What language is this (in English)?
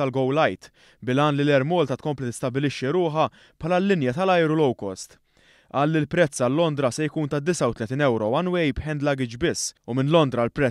Maltese